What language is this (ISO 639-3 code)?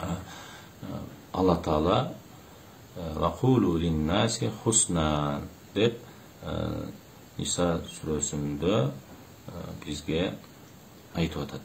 kir